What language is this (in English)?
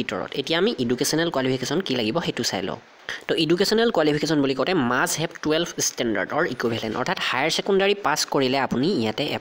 Assamese